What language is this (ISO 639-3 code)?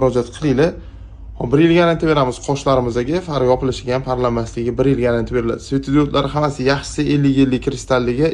uzb